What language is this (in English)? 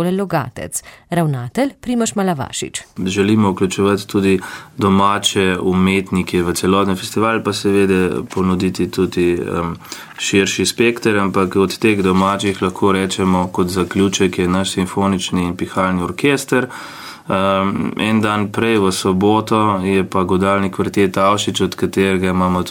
Slovenian